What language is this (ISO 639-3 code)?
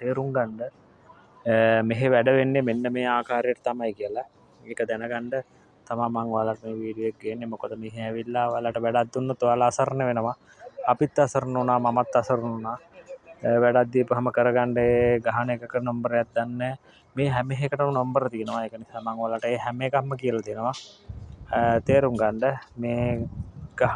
sin